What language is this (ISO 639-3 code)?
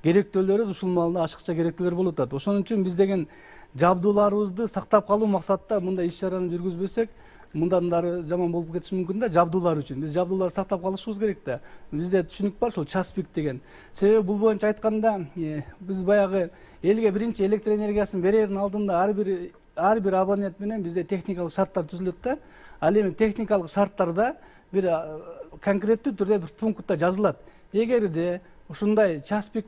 kir